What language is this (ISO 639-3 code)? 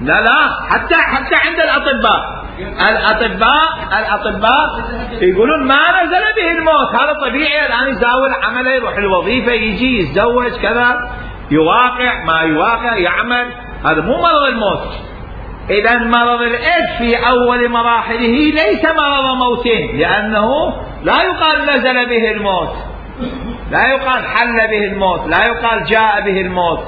acm